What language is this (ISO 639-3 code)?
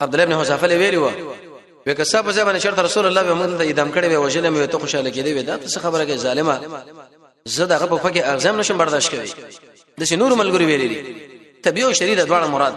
pus